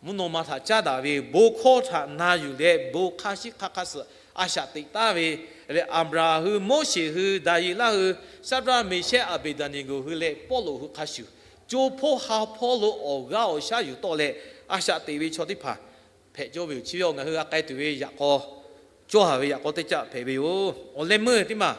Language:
Lahu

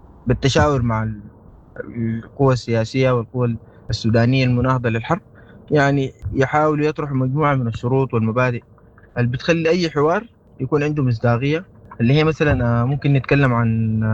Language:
Sudanese Arabic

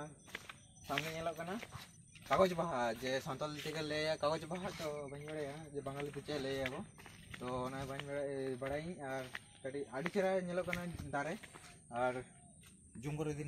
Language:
Santali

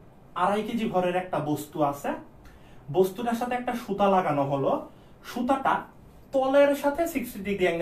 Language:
Bangla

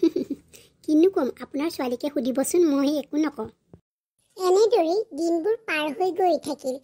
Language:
Assamese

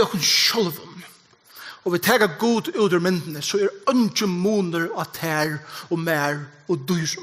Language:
Faroese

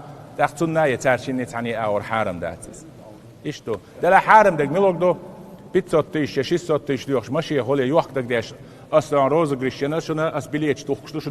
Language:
Chechen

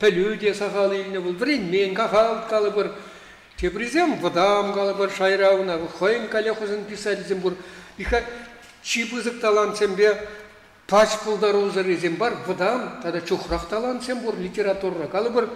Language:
Chuvash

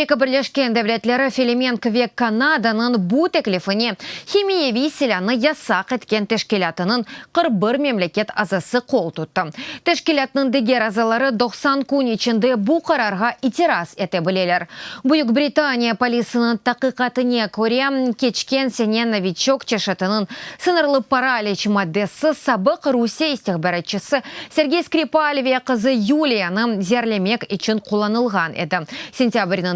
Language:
Crimean Tatar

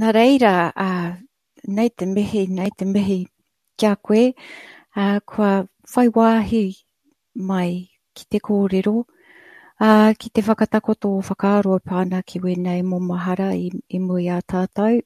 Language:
Māori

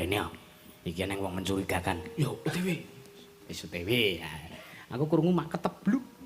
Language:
Javanese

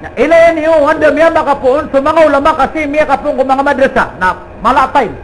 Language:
Maranao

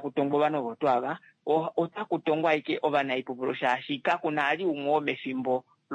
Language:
Kuanyama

